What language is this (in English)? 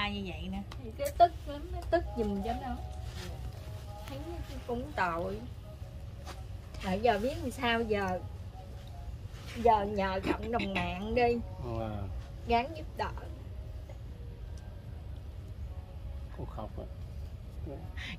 Vietnamese